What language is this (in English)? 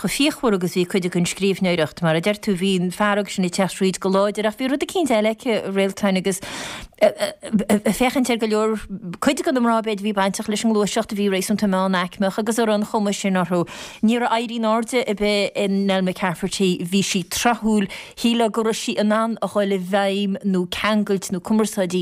Irish